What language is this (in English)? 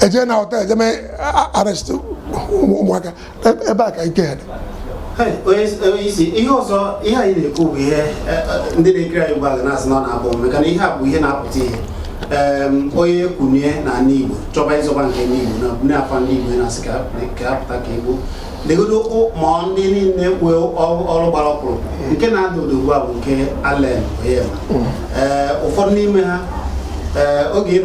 Igbo